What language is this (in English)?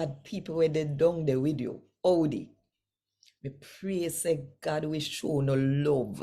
Jamaican Creole English